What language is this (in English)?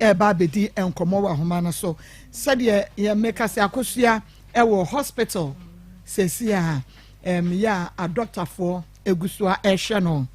Akan